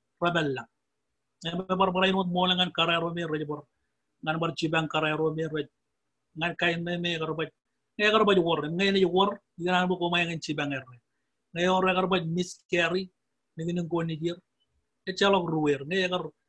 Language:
Marshallese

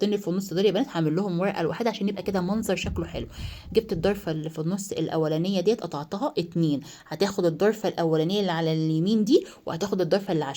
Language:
Egyptian Arabic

